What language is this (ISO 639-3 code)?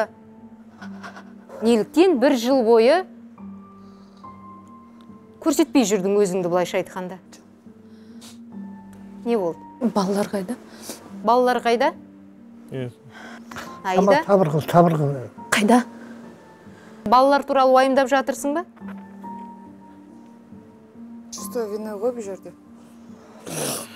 kaz